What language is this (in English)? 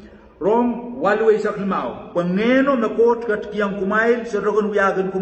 Pohnpeian